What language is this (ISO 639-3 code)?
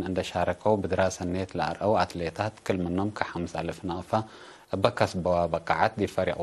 tig